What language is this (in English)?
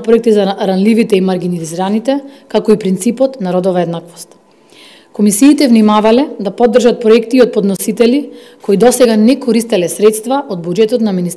Macedonian